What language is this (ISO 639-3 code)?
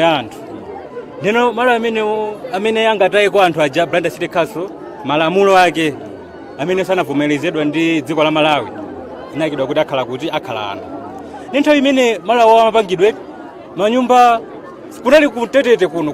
nya